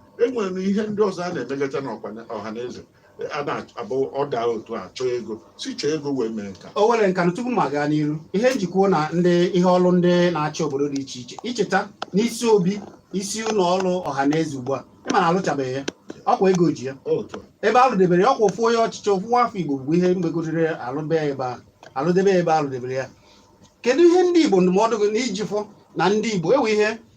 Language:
Igbo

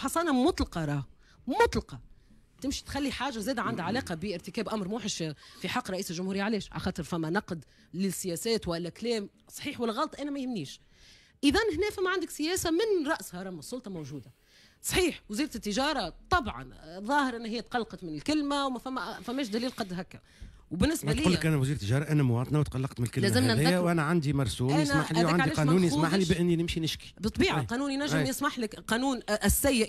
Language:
Tunisian Arabic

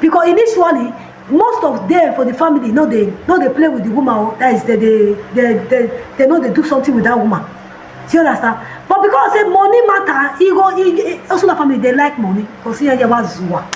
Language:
Nigerian Pidgin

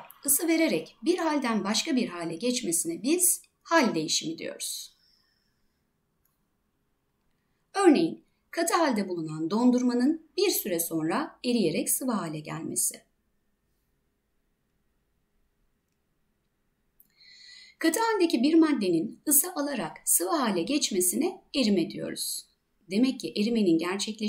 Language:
Turkish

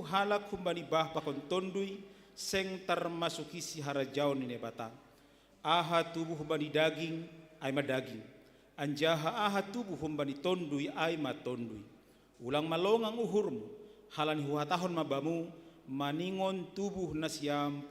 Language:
Batak Simalungun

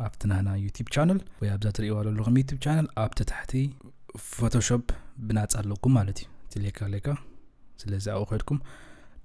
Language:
Tigrinya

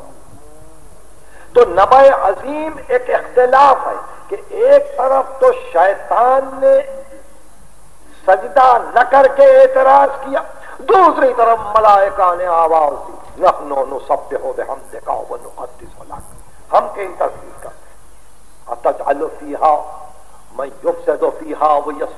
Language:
Urdu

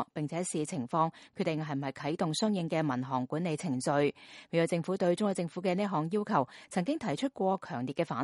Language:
Cantonese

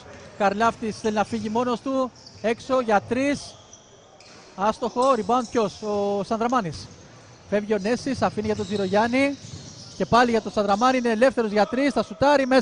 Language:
Greek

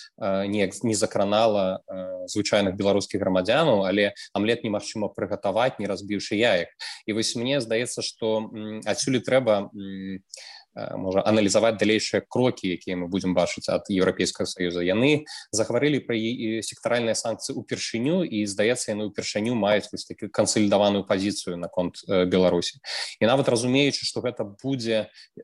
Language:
Belarusian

